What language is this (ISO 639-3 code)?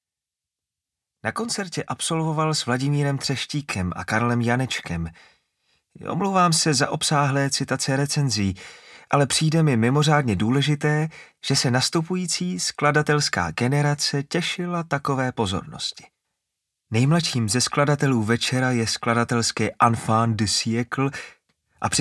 ces